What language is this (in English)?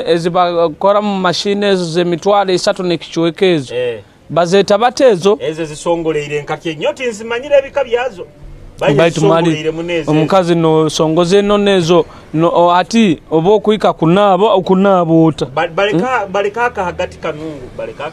Nyoro